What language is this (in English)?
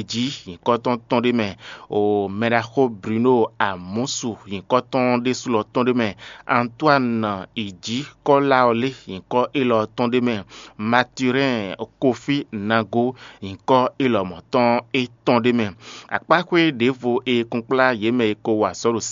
Fon